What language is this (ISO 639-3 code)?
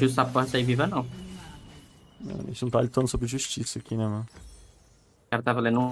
por